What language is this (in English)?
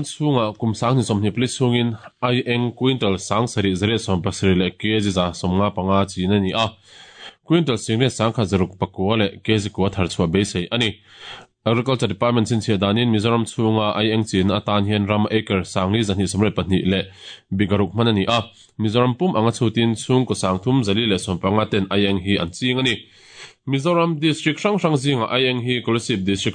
Mizo